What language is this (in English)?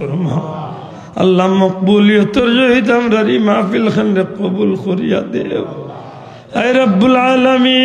Sylheti